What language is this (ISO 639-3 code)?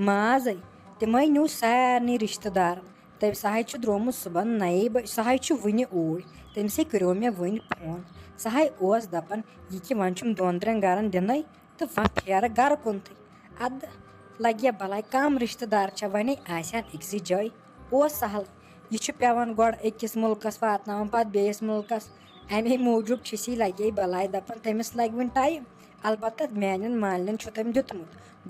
kas